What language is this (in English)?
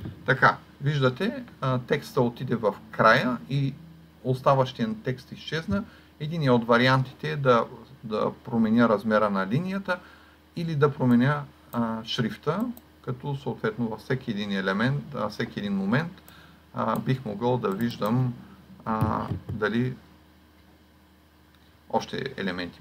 Bulgarian